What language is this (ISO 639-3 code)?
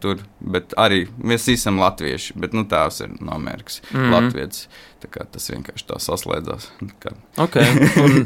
lav